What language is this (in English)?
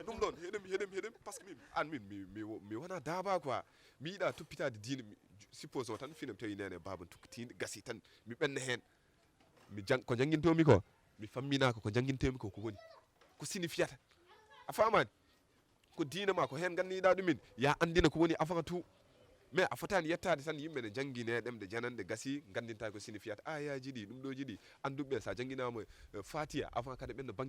Fula